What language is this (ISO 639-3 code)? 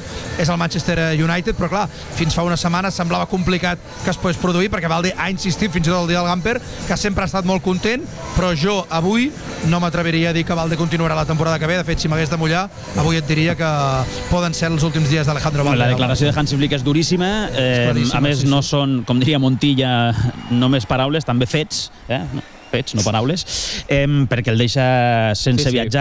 cat